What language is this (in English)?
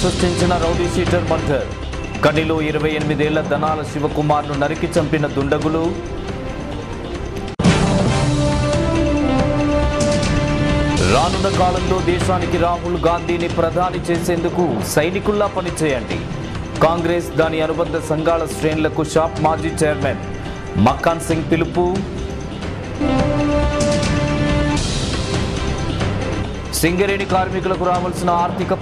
Telugu